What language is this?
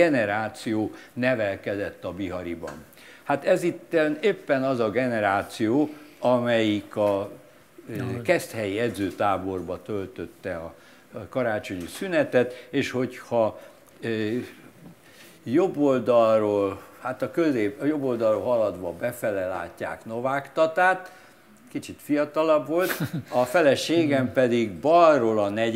Hungarian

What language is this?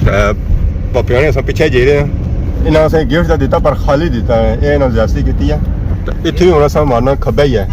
Pahari-Potwari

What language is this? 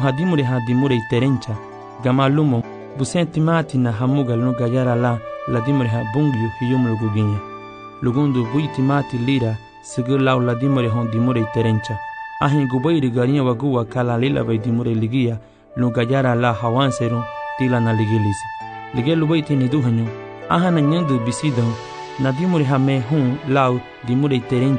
Garifuna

